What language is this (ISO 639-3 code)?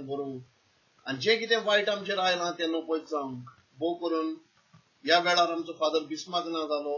kok